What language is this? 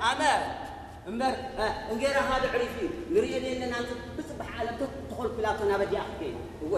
Tigrinya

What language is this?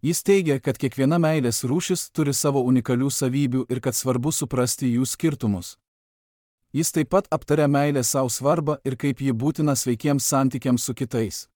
Lithuanian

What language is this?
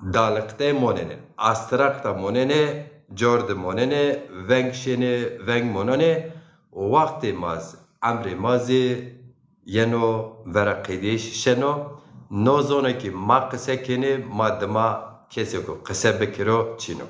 Zaza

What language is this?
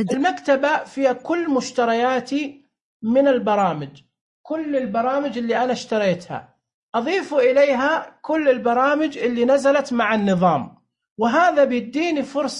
Najdi Arabic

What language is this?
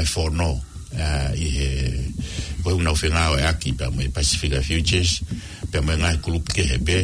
Tongan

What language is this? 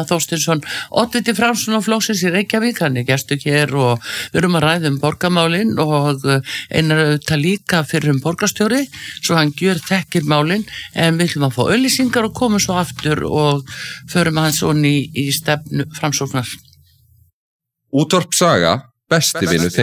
Icelandic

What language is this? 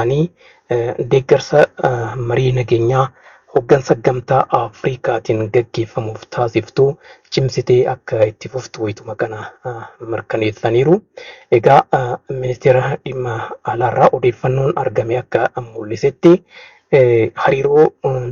Oromo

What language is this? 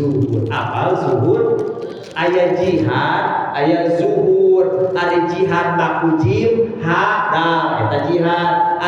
Sundanese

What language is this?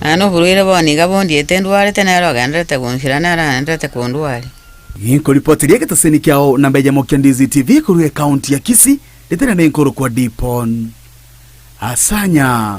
Gusii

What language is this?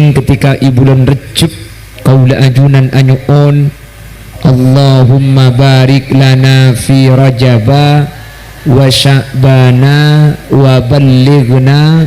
Madurese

